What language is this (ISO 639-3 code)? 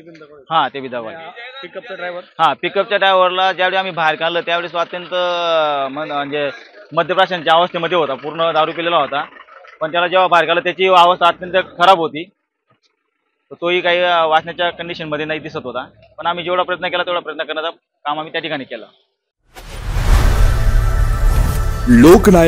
mar